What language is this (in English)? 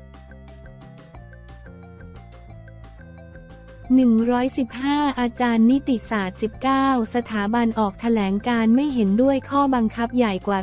Thai